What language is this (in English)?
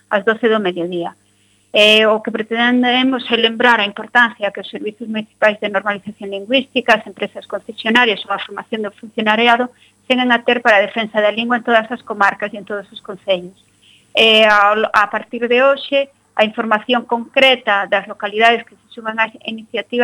Galician